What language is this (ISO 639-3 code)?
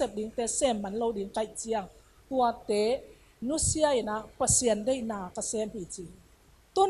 ctd